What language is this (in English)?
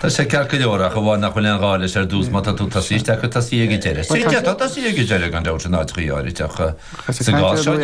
Irish